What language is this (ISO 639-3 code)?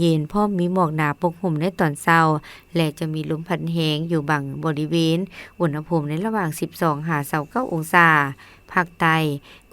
lao